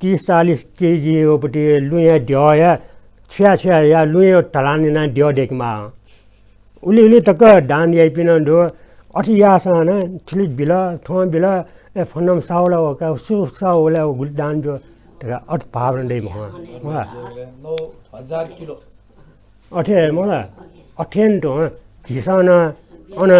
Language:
Newari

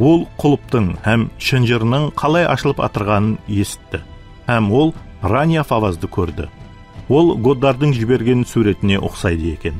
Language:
Kara-Kalpak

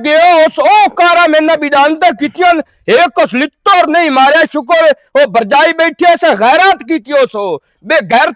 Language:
Western Panjabi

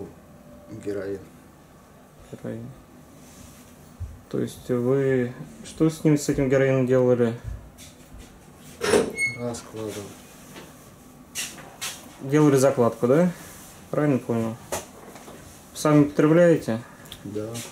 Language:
Russian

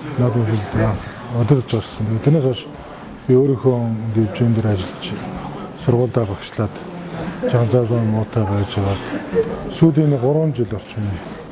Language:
Mongolian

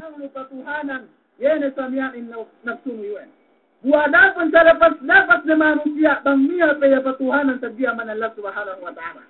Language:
Yakan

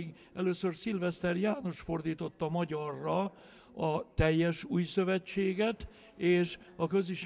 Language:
Hungarian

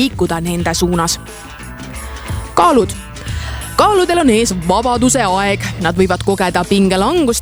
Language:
Estonian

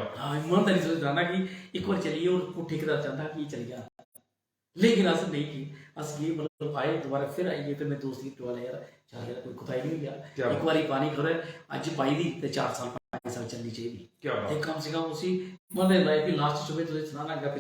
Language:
Dogri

